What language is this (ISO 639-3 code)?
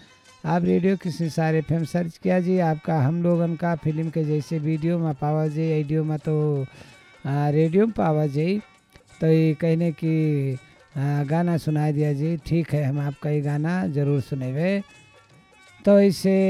bho